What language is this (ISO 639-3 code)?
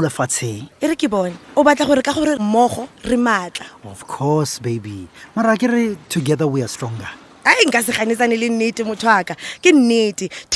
tsn